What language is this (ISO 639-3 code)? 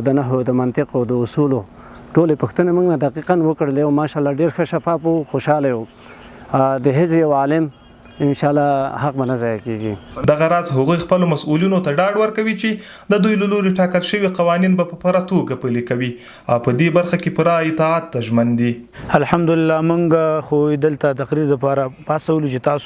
pus